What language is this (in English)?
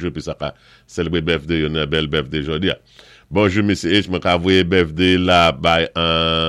Saint Lucian Creole French